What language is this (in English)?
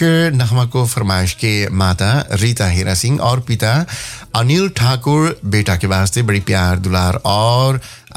Bhojpuri